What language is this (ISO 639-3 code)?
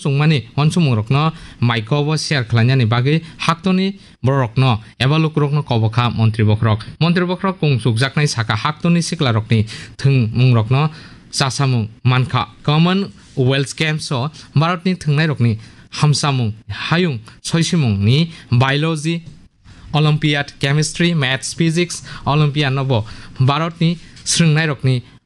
trp